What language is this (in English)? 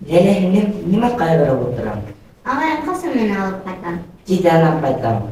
Bashkir